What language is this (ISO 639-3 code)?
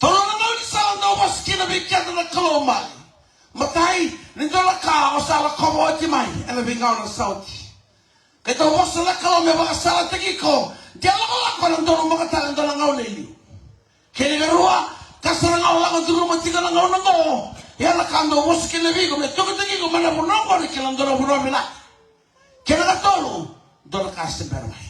fij